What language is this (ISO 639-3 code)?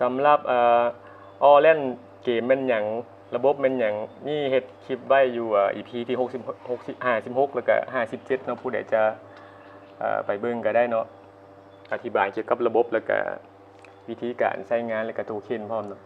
lao